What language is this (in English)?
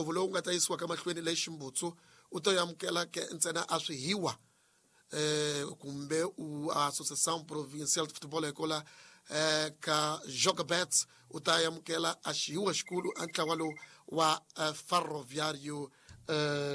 Tsonga